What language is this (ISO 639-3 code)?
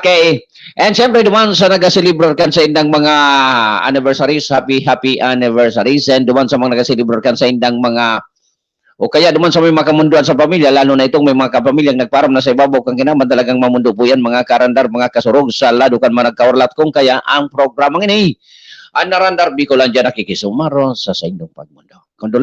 bik